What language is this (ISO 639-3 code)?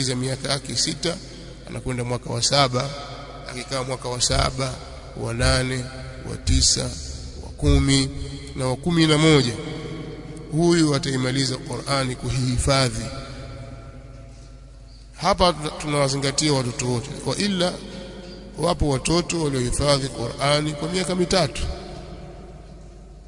swa